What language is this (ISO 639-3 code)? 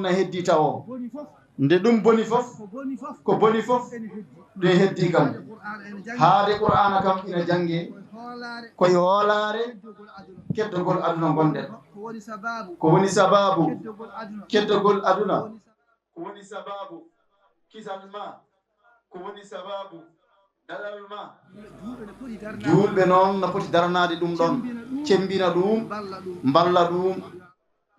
ful